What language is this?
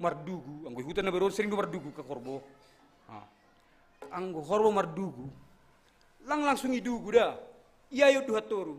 Batak Simalungun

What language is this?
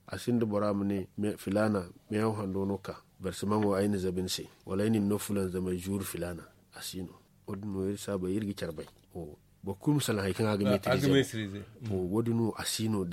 Zarma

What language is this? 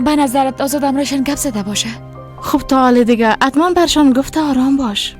Persian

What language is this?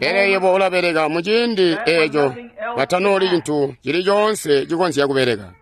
Tonga (Zambia)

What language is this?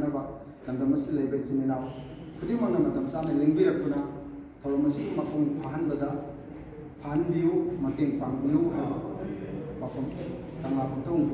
Manipuri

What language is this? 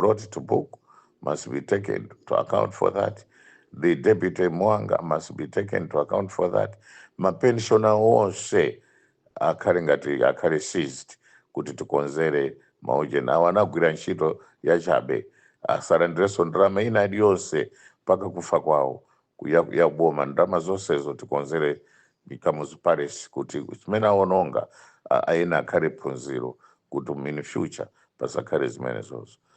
Nyanja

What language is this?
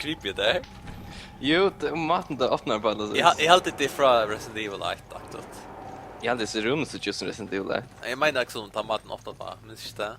Faroese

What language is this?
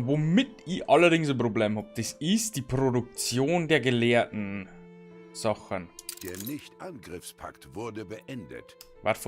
Bavarian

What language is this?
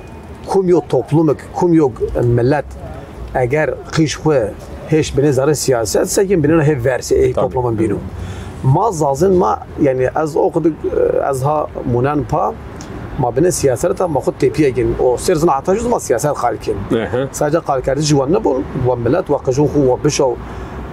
Zaza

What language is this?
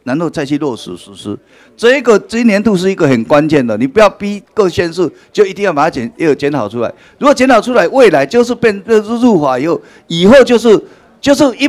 Chinese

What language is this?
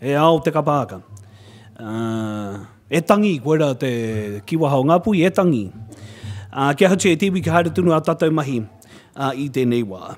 Māori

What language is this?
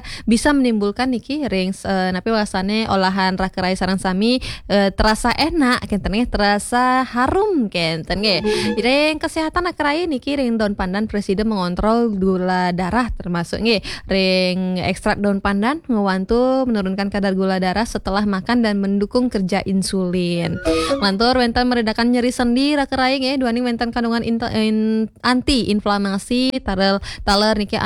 Balinese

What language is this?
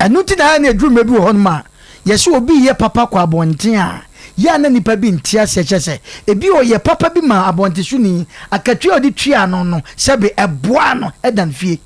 Akan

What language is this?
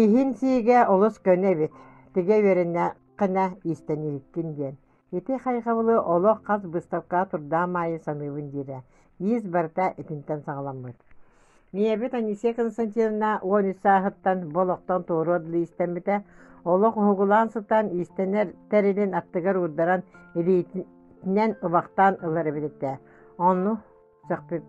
Yakut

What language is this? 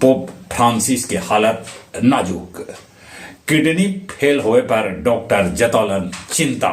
Magahi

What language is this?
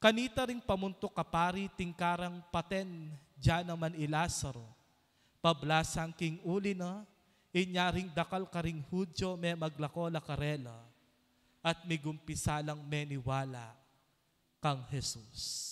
Pampanga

